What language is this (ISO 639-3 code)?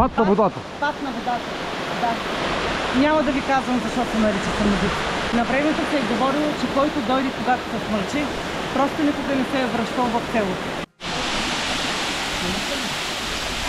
bul